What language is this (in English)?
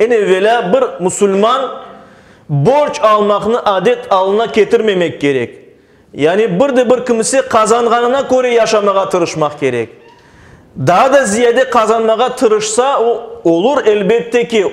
Crimean Tatar